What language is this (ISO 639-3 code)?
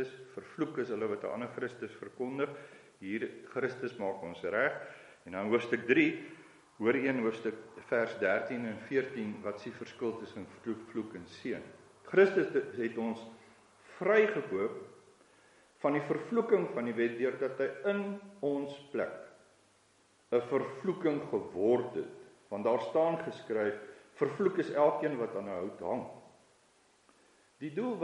afr